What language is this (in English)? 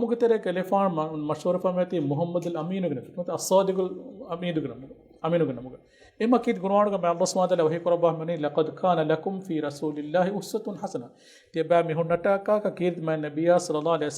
Divehi